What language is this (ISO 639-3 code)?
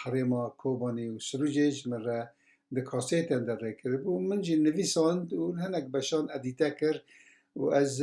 kur